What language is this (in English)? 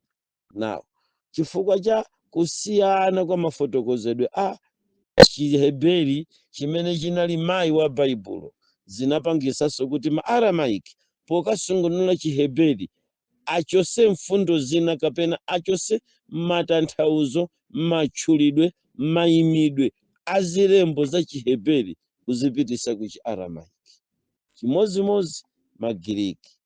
Nyanja